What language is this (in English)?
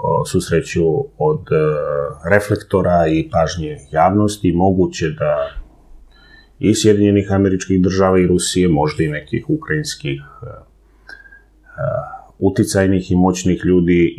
Serbian